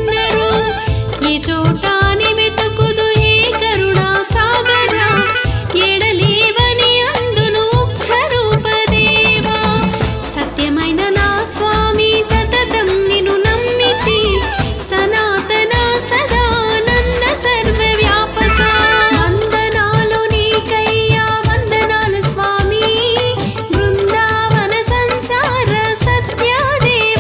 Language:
Telugu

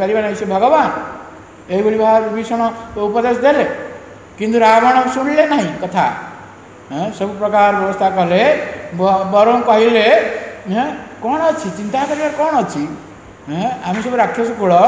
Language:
Odia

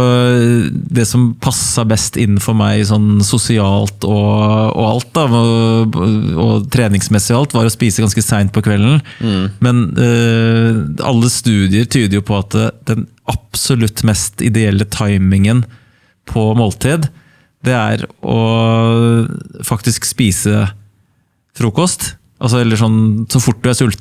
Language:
Norwegian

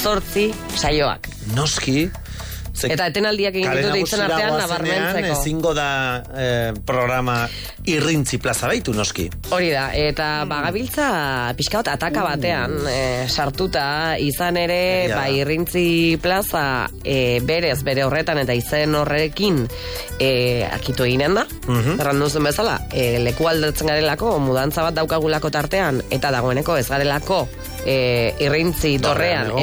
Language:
Basque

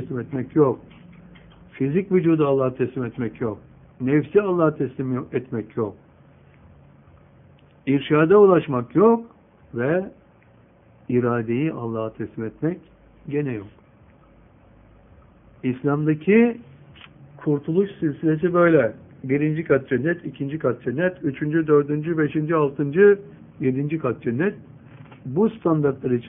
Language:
Turkish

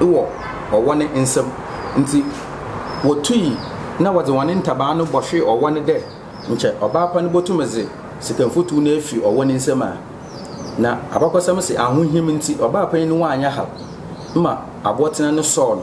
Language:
Akan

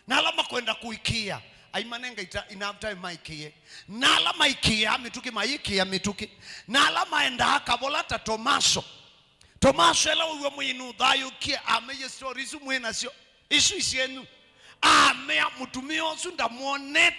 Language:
Kamba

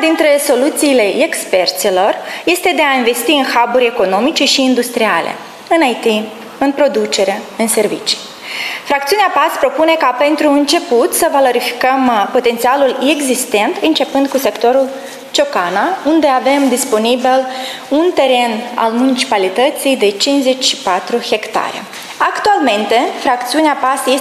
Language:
Romanian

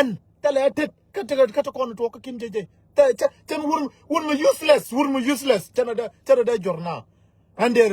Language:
Nuer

